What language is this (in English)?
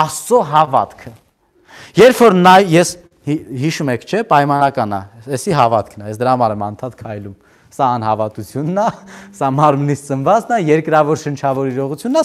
Armenian